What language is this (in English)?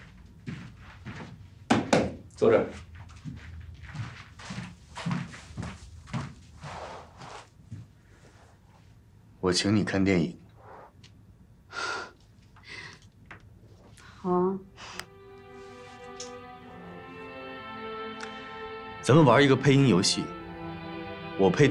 Chinese